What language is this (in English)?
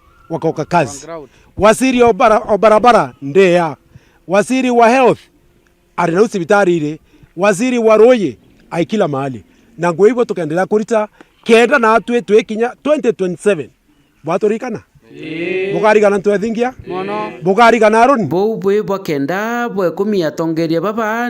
Meru